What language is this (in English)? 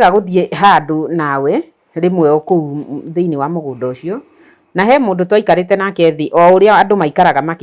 Kikuyu